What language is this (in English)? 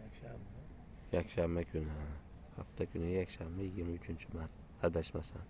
Uzbek